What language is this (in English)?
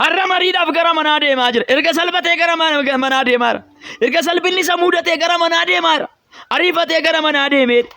Oromo